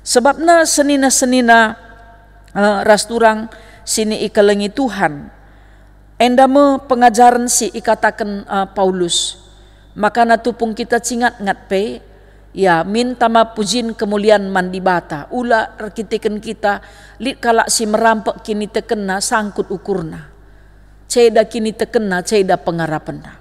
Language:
Batak Karo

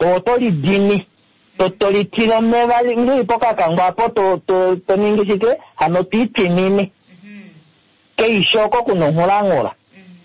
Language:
Kuanyama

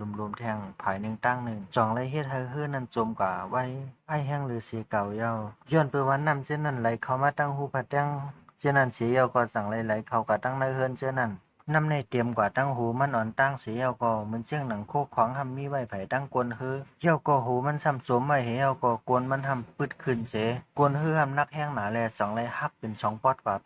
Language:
Shan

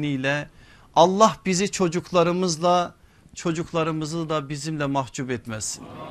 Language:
Turkish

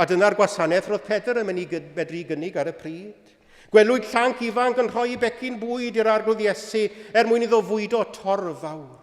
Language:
Welsh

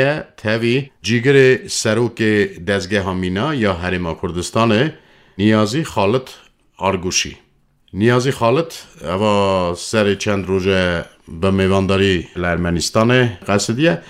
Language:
Kurdish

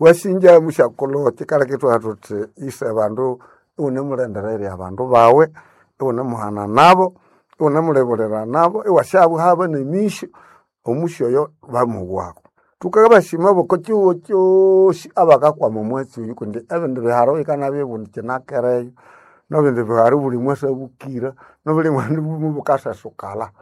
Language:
Nande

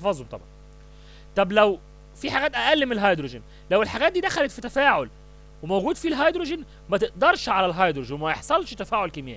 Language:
Egyptian Arabic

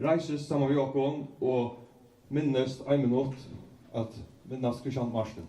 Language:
Faroese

